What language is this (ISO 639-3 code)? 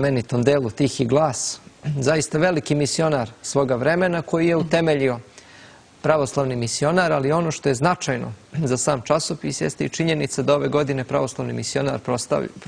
srp